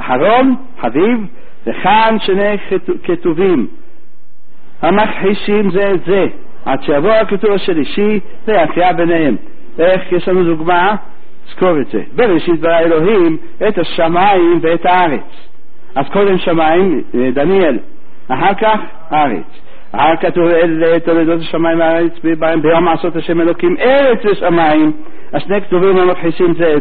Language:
Hebrew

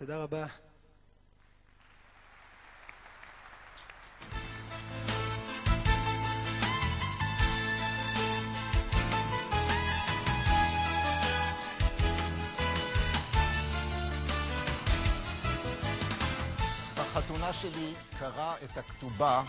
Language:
Hebrew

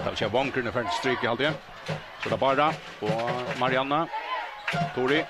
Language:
Faroese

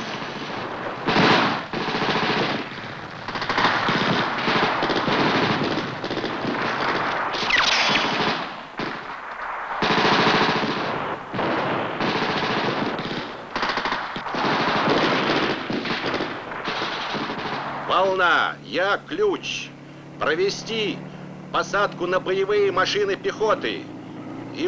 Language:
Russian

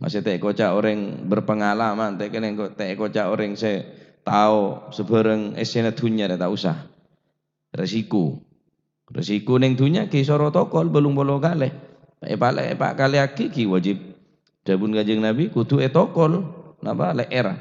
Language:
Madurese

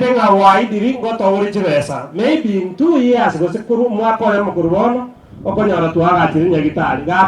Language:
Gusii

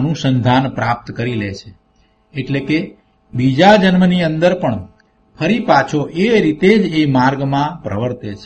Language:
Gujarati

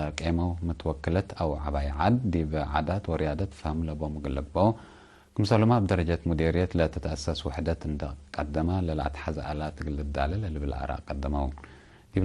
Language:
Tigre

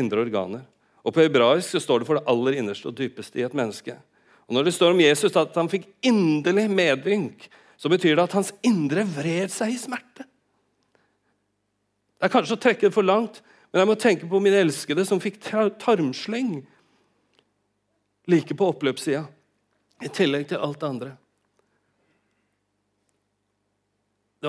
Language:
Norwegian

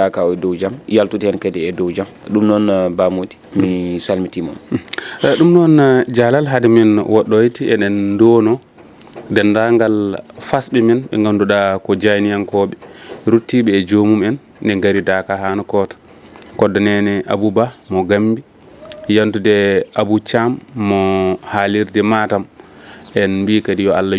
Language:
Fula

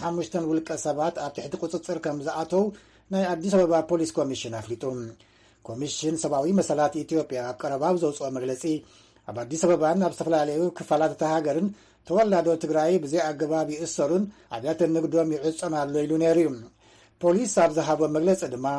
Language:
Tigrinya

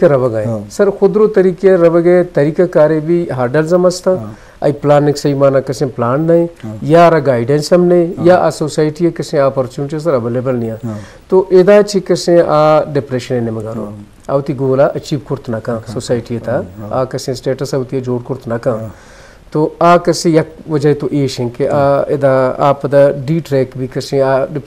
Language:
Eastern Balochi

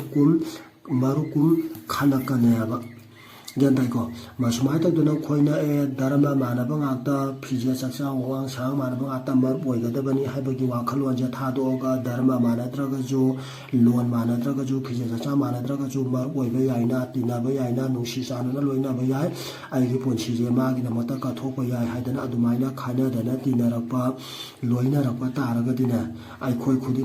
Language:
Manipuri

